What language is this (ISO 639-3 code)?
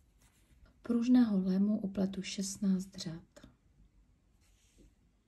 ces